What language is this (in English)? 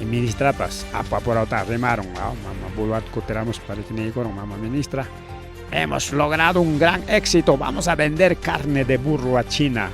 Ayacucho Quechua